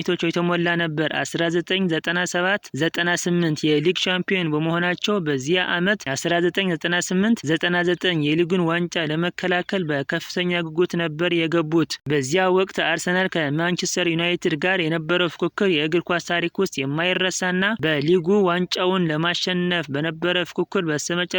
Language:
Amharic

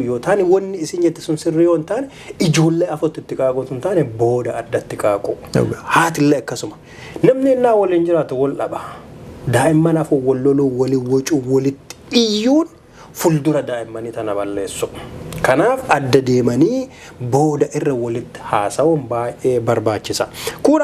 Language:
Oromo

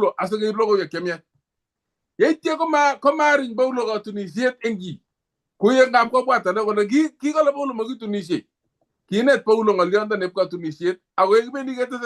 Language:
Kalenjin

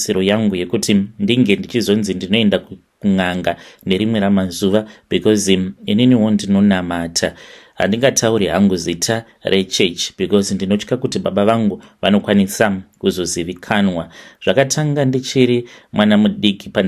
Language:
Shona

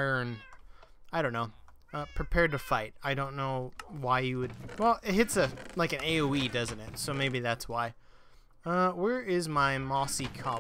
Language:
English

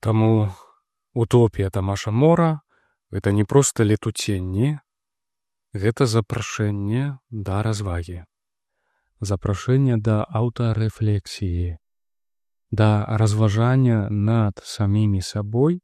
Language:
Belarusian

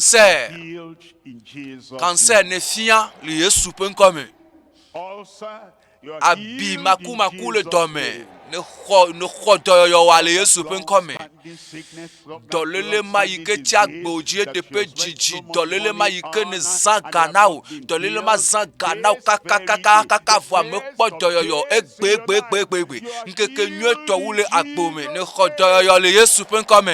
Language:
Ewe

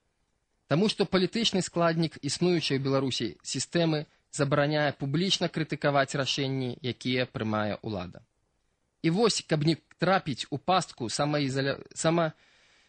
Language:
Belarusian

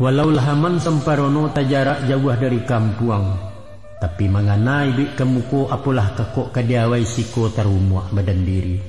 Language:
Minangkabau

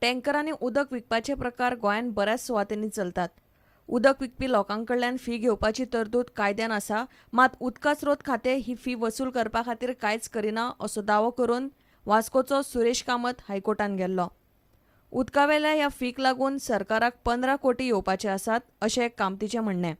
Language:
Konkani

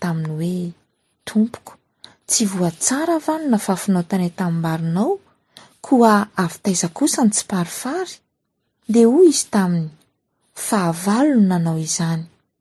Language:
Malagasy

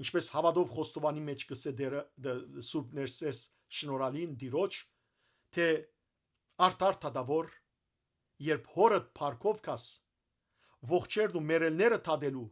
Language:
Western Armenian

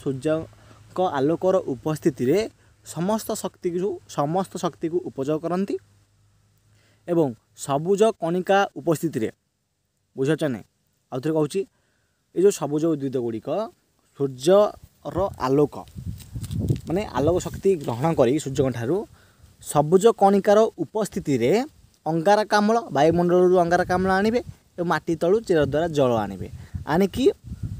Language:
Odia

